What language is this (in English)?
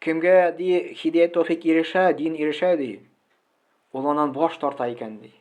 Tatar